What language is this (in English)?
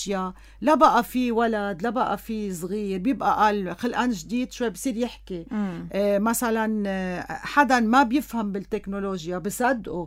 North Levantine Arabic